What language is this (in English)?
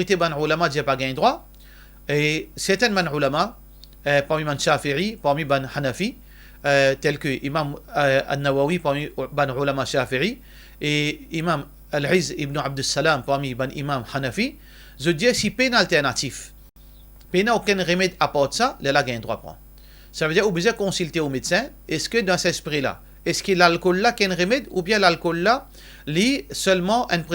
Morisyen